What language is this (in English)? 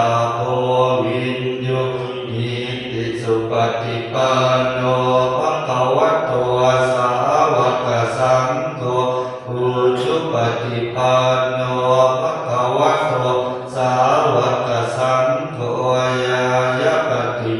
Pali